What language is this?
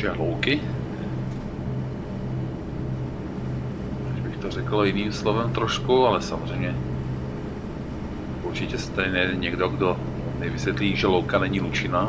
Czech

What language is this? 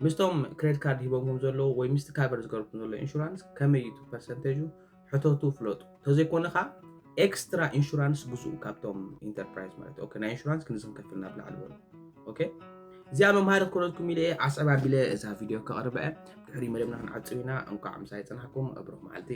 Tigrinya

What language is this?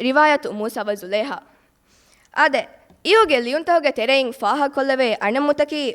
Divehi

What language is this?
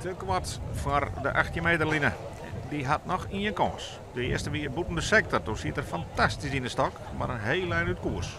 Western Frisian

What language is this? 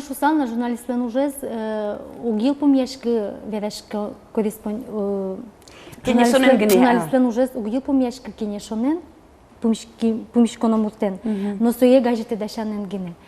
Udmurt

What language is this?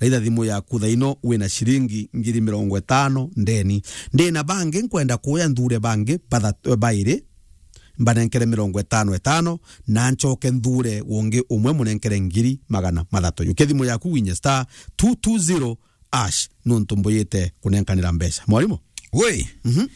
Meru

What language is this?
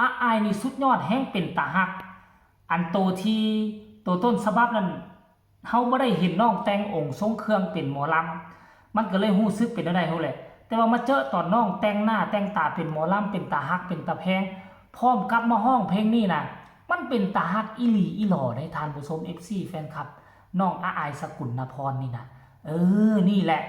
Northeastern Thai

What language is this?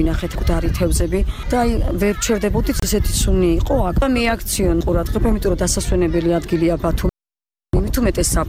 Georgian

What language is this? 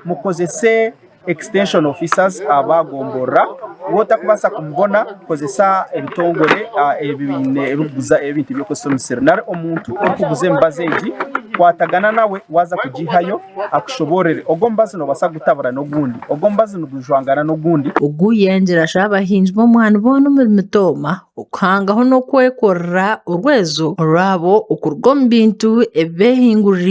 Nyankole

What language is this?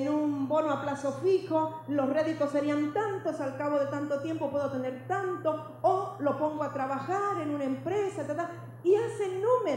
Spanish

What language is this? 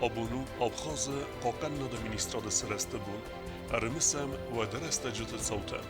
Ossetic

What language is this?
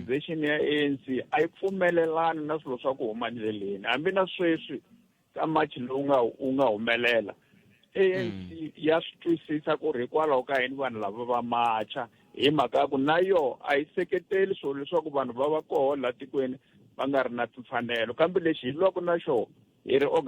Tsonga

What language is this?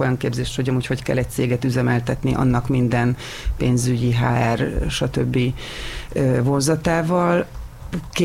Hungarian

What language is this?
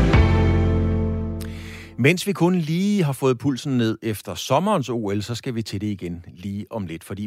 Danish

